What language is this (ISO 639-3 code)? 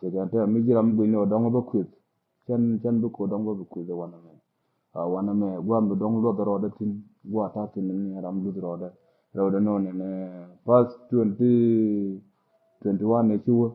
nus